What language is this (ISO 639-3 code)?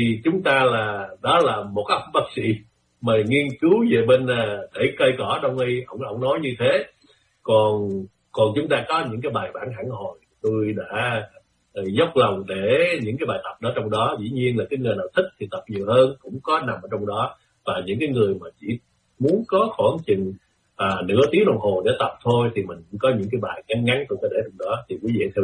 vie